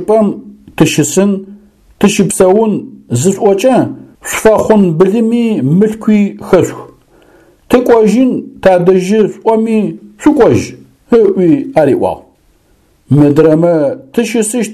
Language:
Adyghe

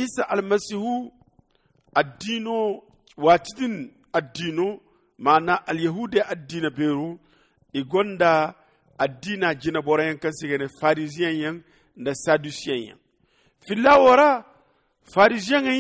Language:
Zarma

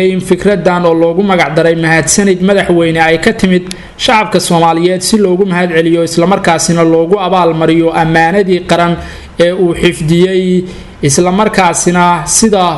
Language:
Somali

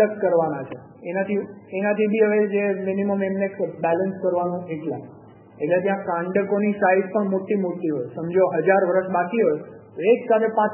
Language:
Gujarati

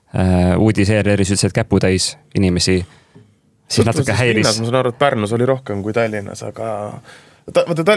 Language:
Estonian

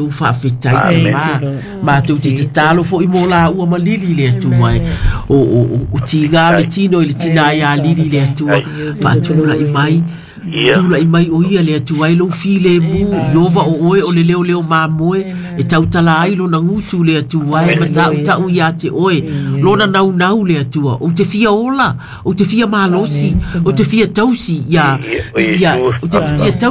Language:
Samoan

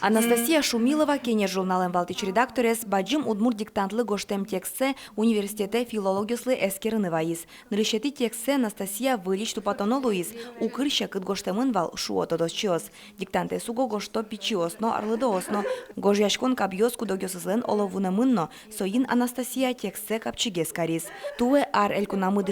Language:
Udmurt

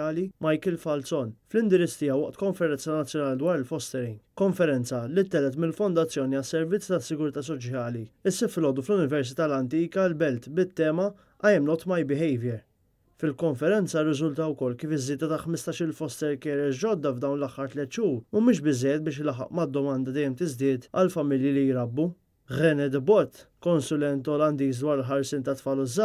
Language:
Maltese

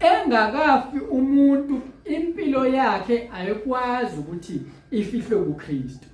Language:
Zulu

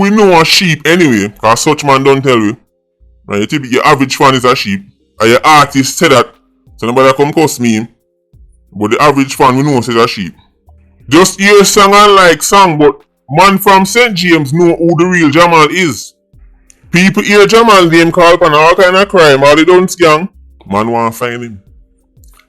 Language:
Jamaican Creole English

